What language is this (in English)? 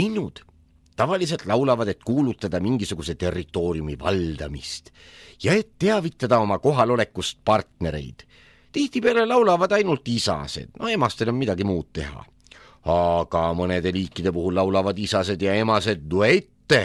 Estonian